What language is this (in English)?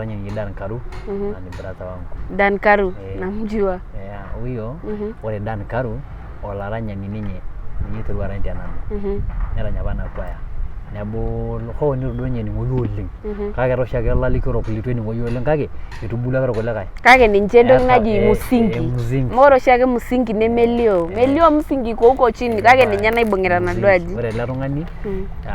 Masai